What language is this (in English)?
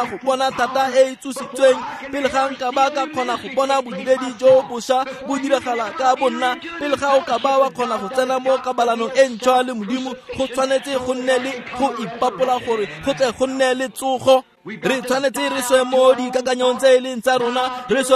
Tswana